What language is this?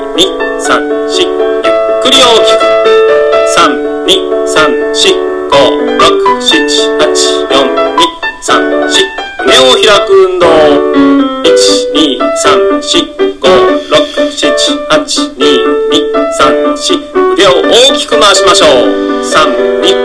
Japanese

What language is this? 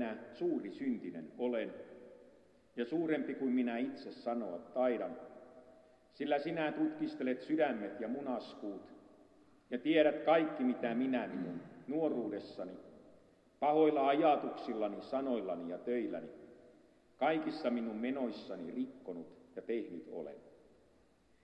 Finnish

